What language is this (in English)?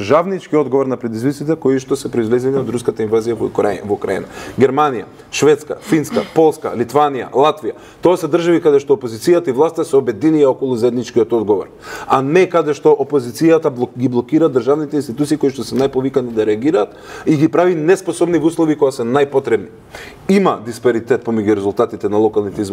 Macedonian